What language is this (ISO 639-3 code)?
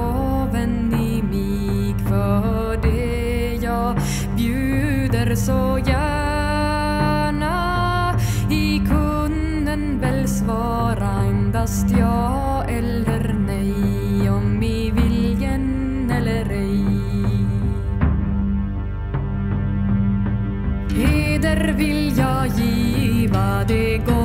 swe